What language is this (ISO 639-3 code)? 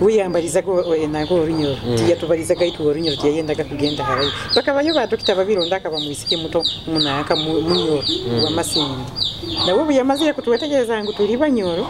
nyo